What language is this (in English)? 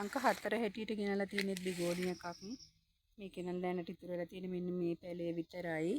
Sinhala